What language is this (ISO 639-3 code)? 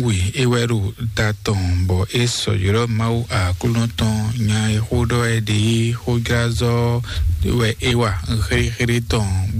fon